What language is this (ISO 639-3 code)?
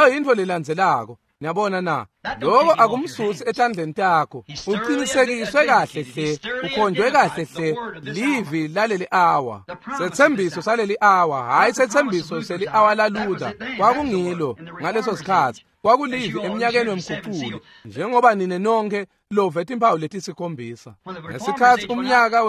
ssw